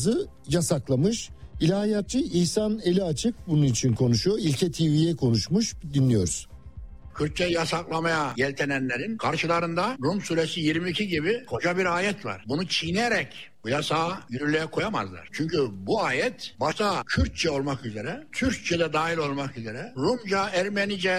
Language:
Turkish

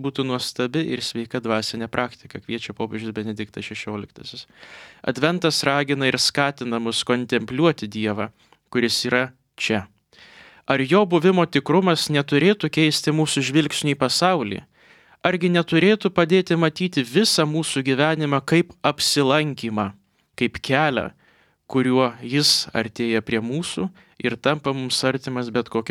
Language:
Lithuanian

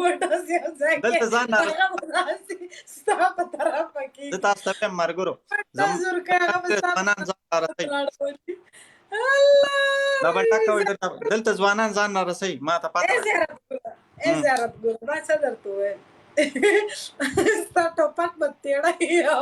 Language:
Pashto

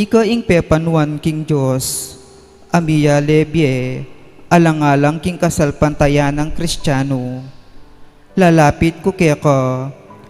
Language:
Pampanga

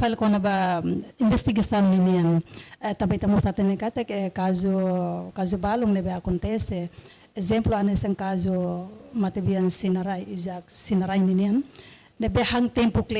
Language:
Tetum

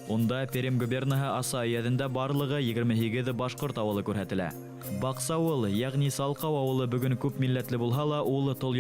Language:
Bashkir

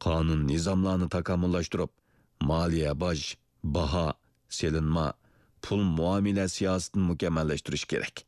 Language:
Uyghur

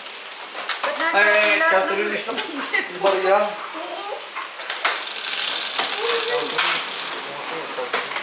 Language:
Filipino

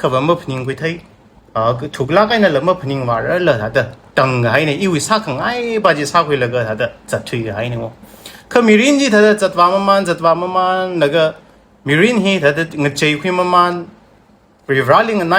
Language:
Tangkhul Naga (India)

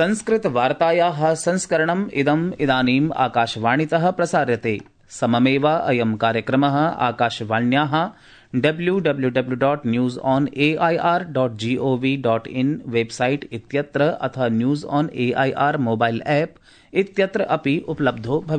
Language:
Sanskrit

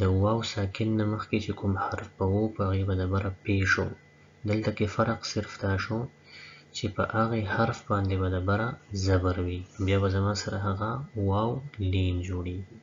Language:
Pashto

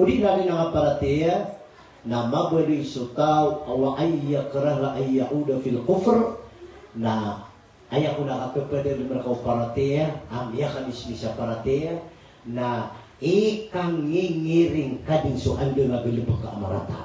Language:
Maranao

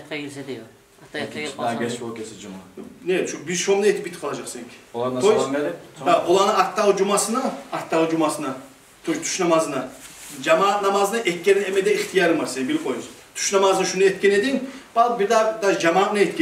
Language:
Kumyk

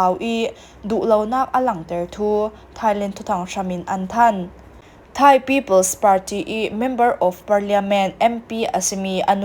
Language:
Falam Chin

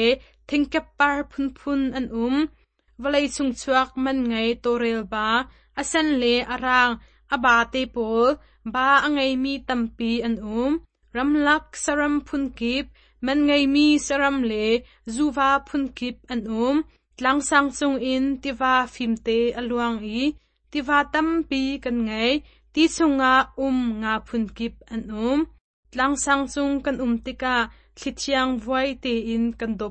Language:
Hakha Chin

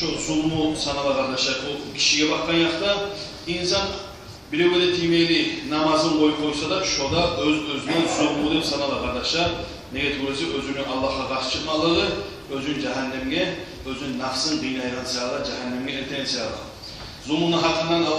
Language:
Kumyk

